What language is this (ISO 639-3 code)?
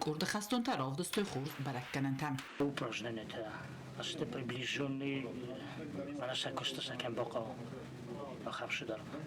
oss